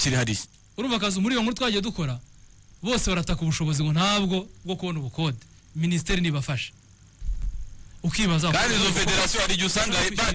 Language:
Kinyarwanda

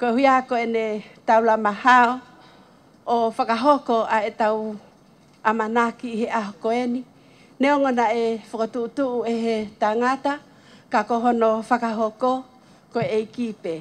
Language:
Tongan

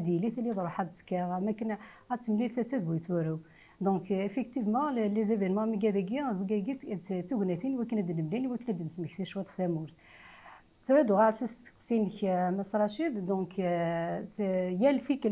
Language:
Kabyle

